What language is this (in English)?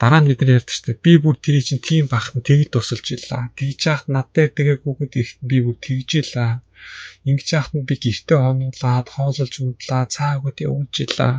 Mongolian